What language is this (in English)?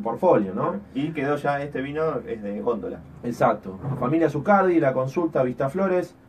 Spanish